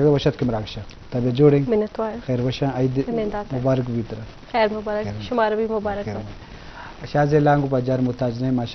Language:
Eastern Balochi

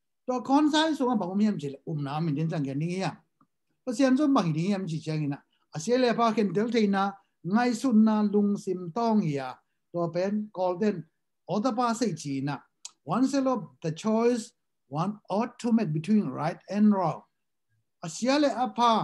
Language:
Tedim Chin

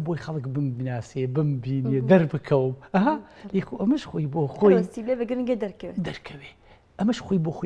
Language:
Central Kurdish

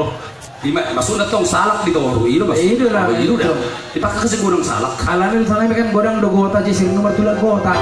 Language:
Batak Toba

